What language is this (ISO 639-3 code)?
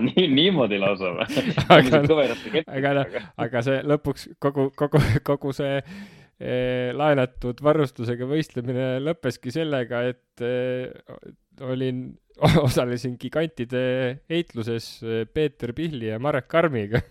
est